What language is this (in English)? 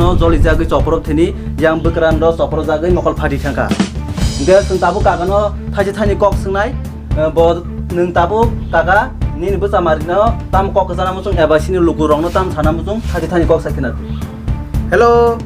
Kok Borok